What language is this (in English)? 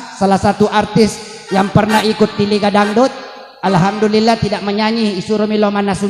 Buginese